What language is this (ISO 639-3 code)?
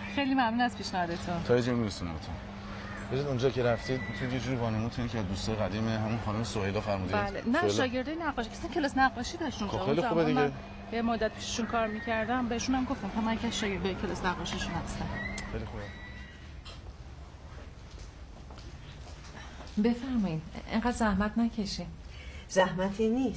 fas